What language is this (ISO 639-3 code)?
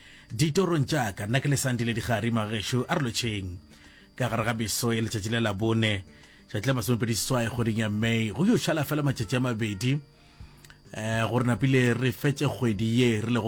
nso